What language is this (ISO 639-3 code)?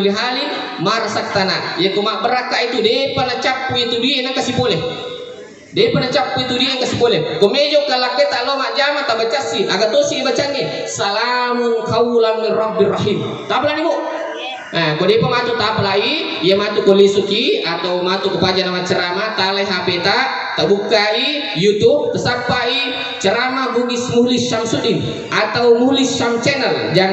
bug